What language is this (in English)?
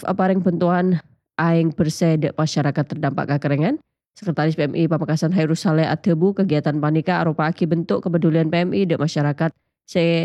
Madurese